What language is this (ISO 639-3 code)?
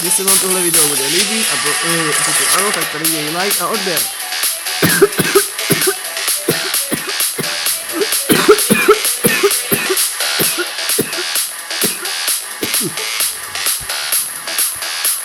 ces